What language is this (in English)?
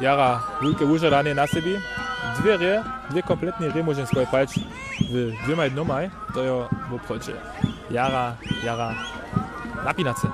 Upper Sorbian